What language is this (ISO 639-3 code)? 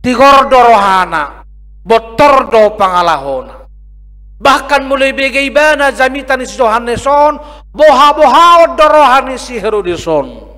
bbc